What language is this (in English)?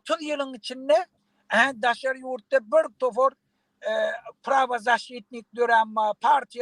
Turkmen